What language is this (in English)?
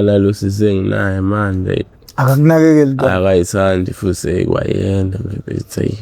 Zulu